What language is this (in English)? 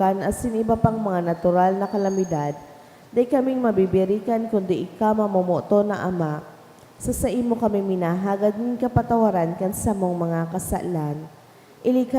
Bikol